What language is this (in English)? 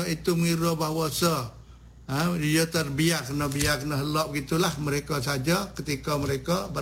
Malay